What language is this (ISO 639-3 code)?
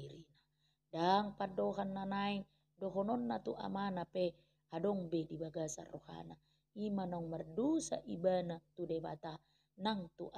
bbc